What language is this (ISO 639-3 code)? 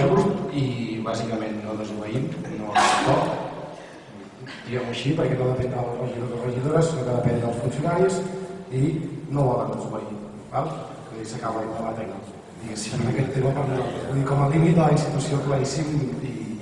cat